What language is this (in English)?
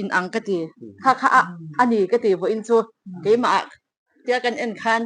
Mizo